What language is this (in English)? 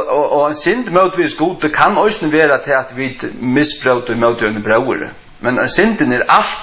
Faroese